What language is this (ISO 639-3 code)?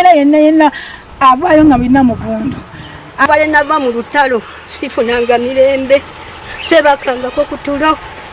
lug